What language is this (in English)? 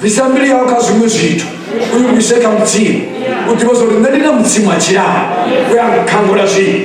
Venda